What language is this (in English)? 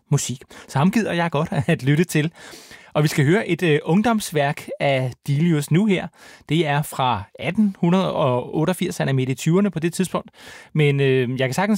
Danish